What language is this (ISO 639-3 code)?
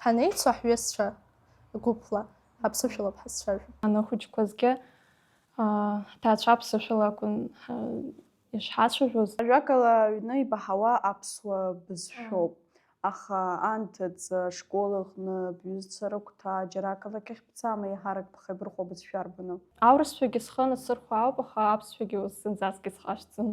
abk